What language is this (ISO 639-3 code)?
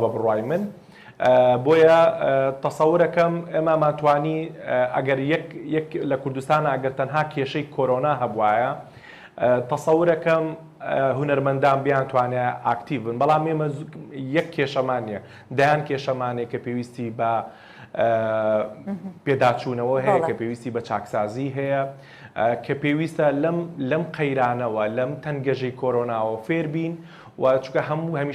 ckb